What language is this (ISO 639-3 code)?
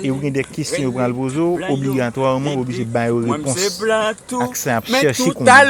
hat